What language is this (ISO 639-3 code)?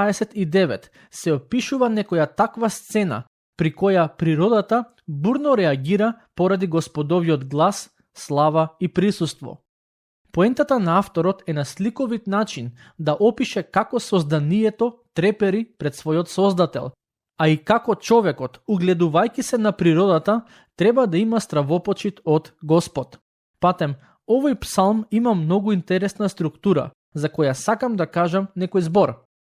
mkd